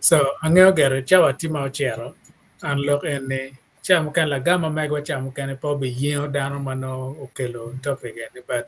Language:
Acoli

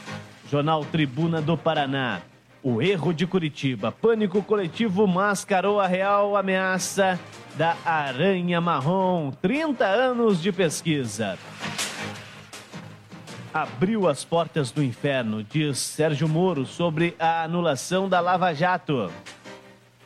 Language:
Portuguese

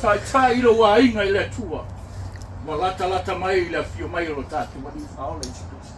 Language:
Samoan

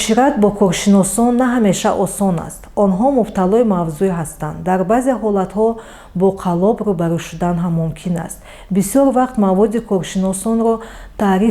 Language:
Tajik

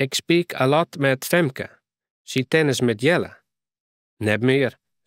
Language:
Western Frisian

